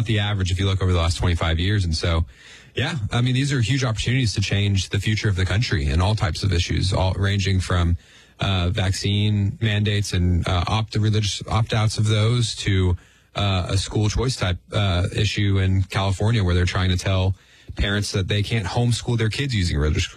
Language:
English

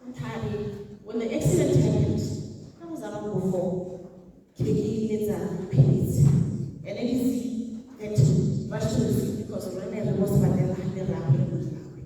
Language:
Tswana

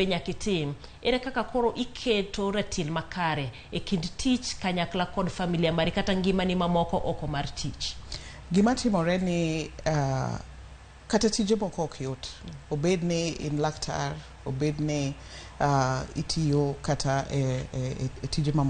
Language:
Luo (Kenya and Tanzania)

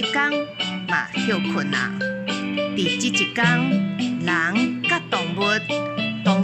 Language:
Min Nan Chinese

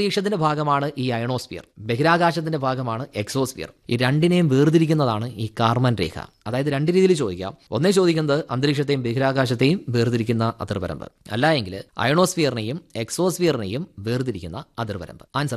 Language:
Malayalam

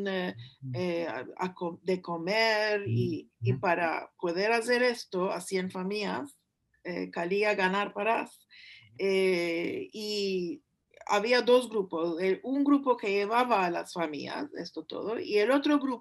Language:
Ladino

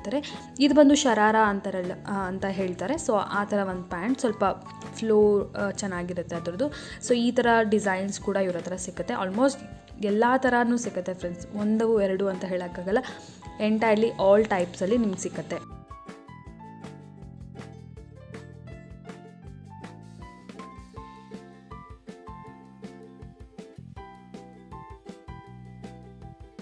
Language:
Kannada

